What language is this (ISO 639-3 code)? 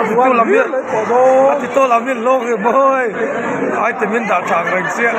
lus